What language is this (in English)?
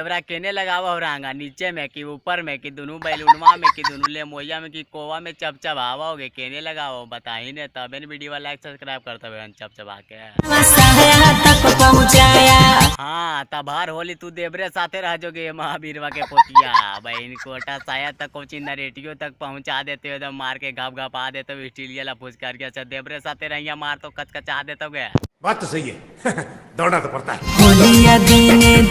Magahi